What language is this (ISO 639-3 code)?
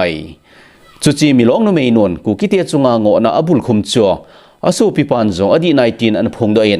tcz